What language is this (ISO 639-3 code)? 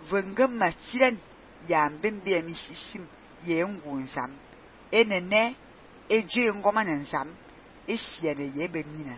fan